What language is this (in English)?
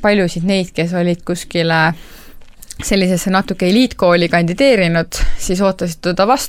Estonian